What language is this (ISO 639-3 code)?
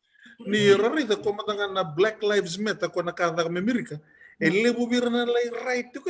fij